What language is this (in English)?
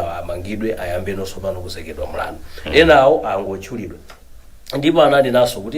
Nyanja